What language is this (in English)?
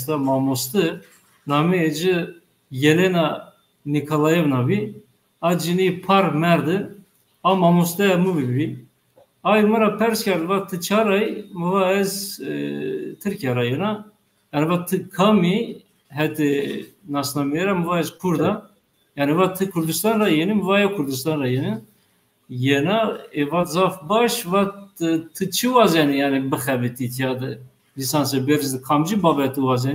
Zaza